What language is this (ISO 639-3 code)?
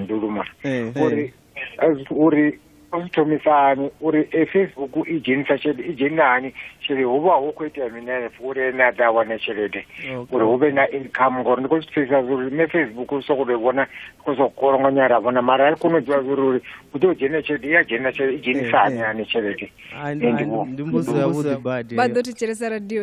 ven